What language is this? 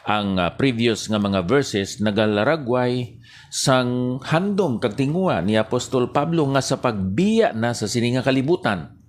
Hiligaynon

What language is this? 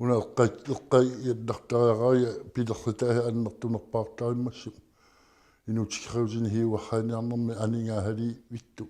Kalaallisut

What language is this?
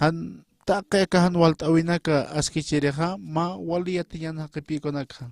Aymara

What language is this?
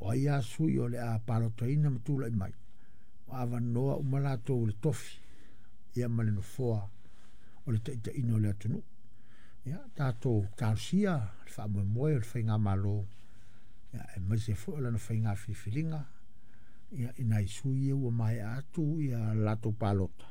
Samoan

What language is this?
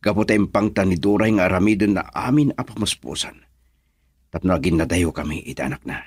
Iloko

